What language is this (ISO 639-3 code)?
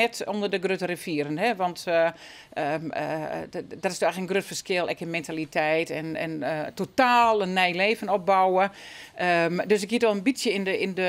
fry